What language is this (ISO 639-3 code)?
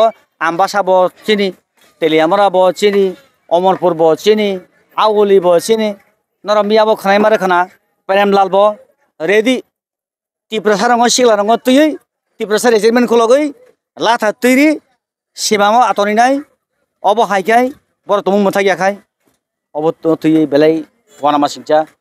trp